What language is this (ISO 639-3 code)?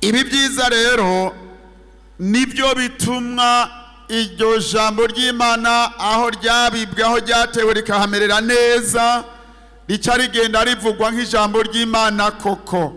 run